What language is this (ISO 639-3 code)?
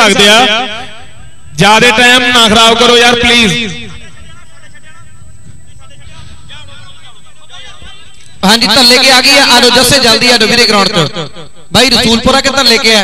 pan